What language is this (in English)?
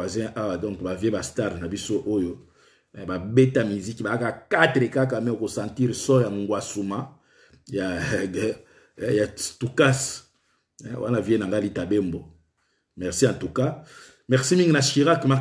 Lingala